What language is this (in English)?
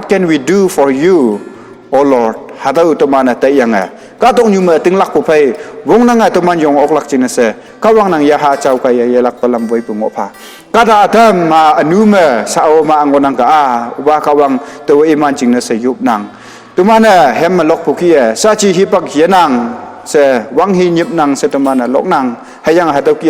Konyak Naga